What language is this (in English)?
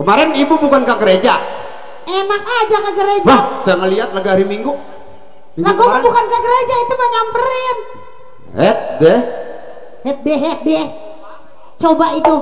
Betawi